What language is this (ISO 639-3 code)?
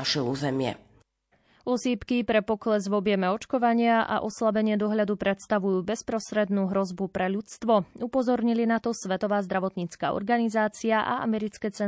slk